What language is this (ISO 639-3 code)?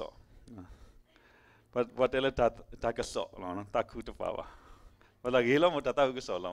ksw